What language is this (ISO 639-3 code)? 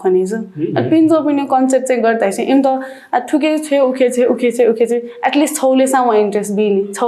new